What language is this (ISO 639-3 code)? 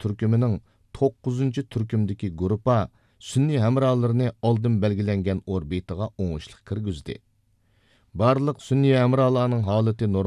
uig